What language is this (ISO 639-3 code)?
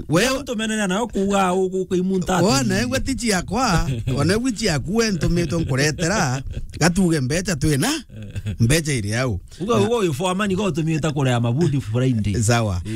mer